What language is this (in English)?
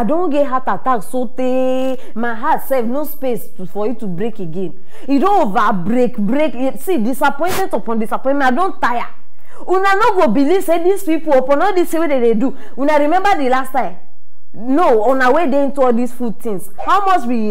Nigerian Pidgin